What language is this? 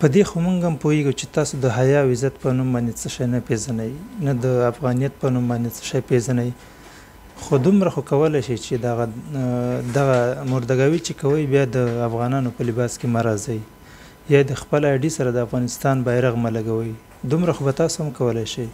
Pashto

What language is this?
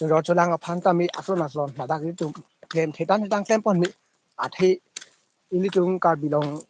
Karbi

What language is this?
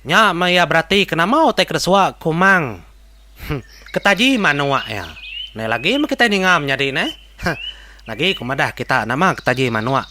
Iban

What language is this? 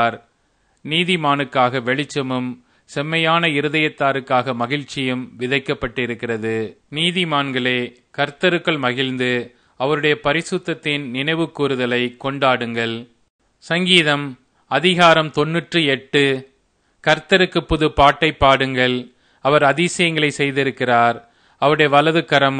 Tamil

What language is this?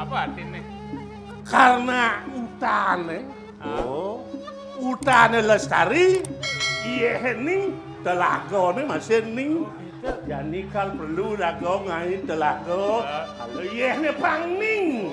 Balinese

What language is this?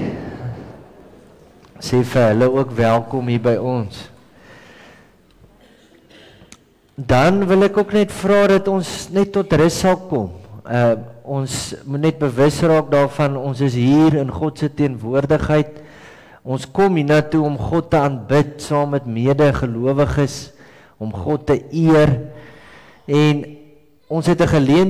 Afrikaans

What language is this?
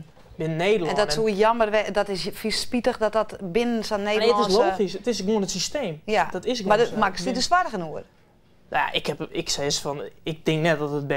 Western Frisian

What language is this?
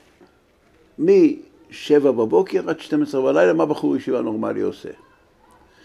Hebrew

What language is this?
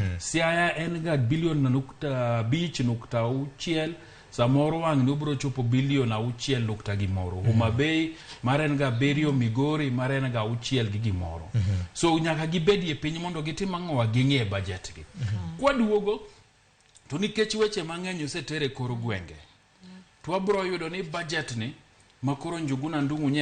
Luo (Kenya and Tanzania)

